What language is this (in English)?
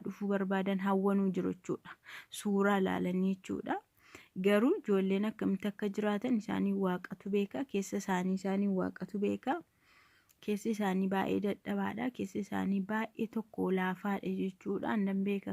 Oromo